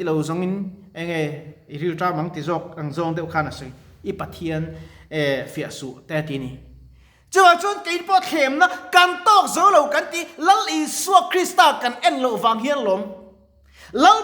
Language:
Mizo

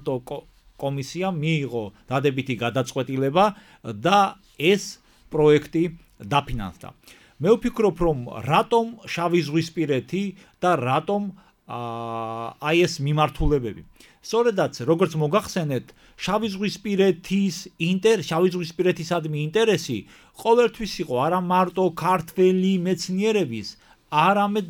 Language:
Georgian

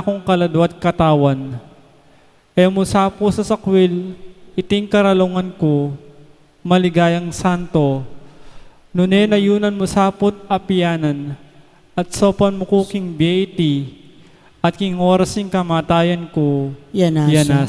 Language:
Pampanga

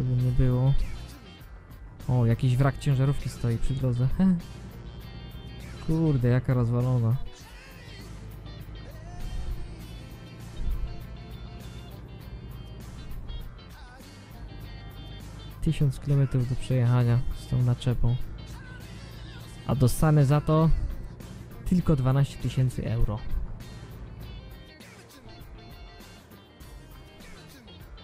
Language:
Polish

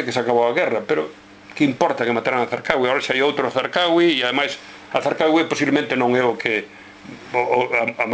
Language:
Galician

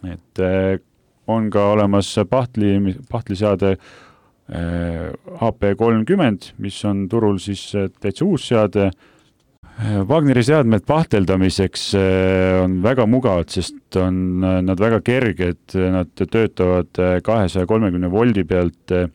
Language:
Estonian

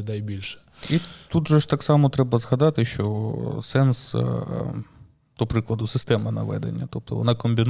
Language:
Ukrainian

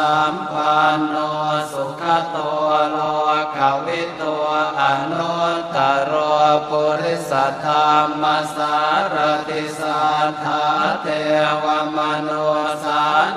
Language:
Pali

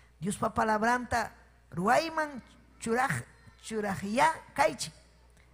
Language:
Ayacucho Quechua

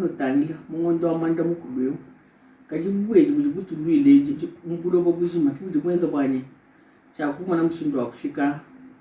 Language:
Luba-Lulua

